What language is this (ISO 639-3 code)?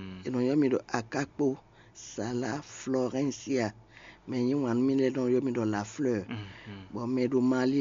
fon